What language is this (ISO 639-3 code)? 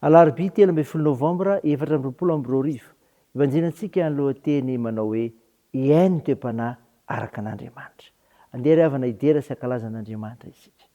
mlg